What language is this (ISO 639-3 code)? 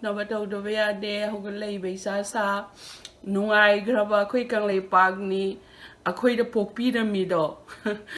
mni